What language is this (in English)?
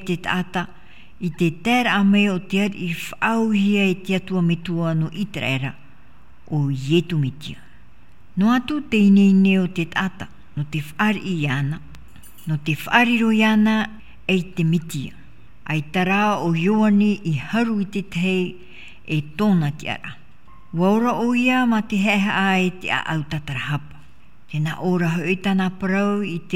Tahitian